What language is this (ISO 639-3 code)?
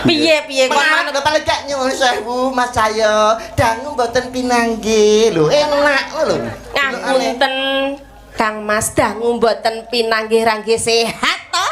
jav